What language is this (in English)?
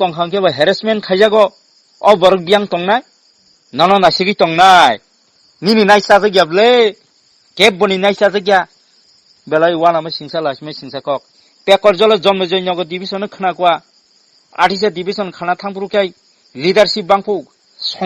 Kok Borok